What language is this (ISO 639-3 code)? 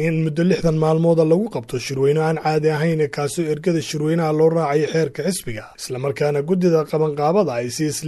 som